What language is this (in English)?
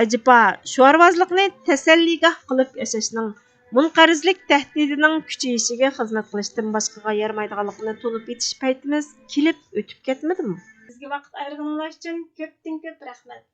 Uyghur